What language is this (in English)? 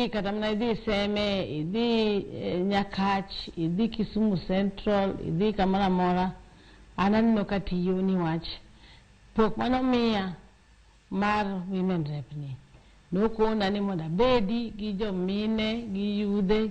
Luo (Kenya and Tanzania)